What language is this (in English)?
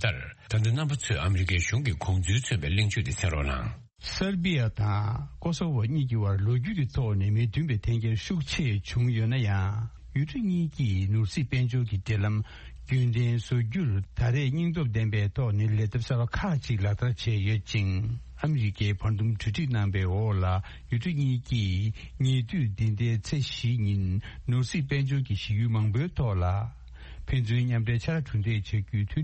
Tibetan